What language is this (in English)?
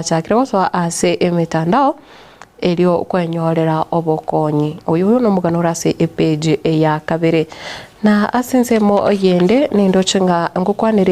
Gusii